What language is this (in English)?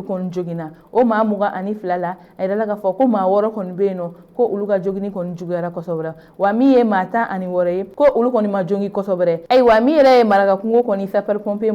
Bambara